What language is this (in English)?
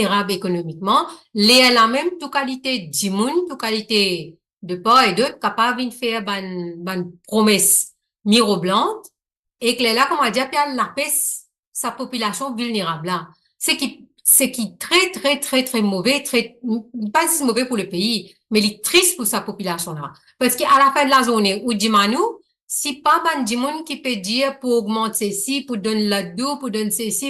Morisyen